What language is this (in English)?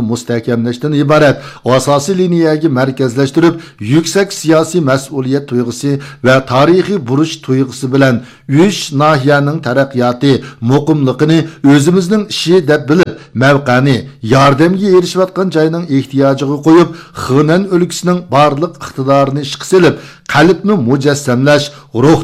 Uyghur